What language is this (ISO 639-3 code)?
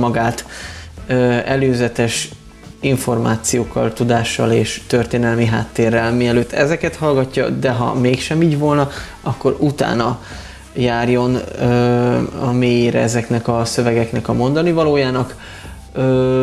hun